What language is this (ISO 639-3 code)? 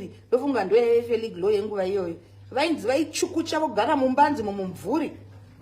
sna